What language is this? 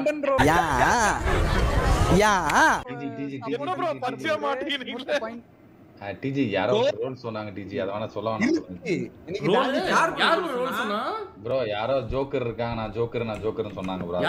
Tamil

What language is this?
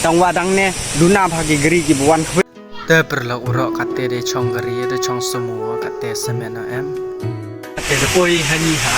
Pnar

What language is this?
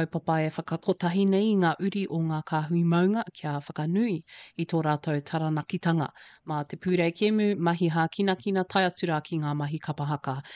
Māori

